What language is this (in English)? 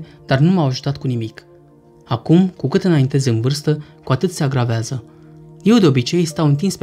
Romanian